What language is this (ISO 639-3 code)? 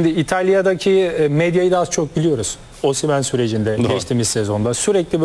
tur